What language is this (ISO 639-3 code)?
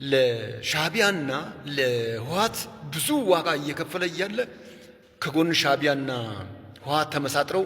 amh